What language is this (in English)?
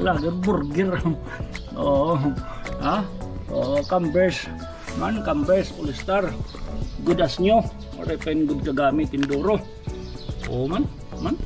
Waray